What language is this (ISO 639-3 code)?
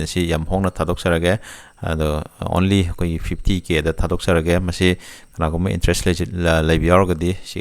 mni